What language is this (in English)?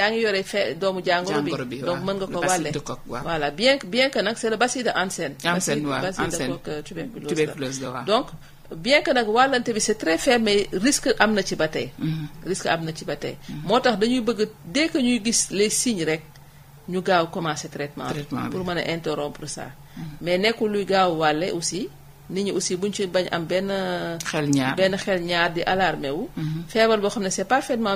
Wolof